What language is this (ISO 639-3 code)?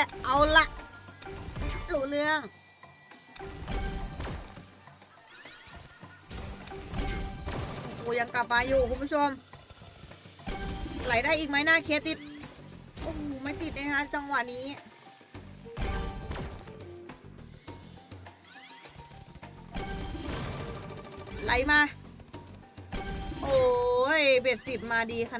tha